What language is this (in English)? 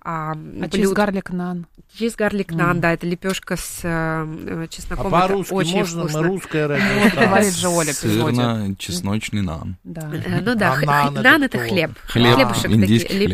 Russian